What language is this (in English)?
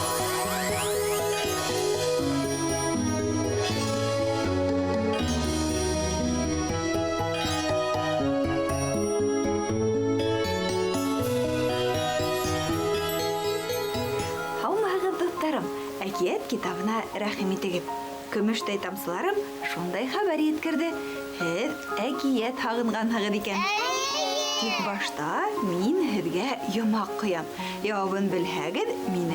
Bashkir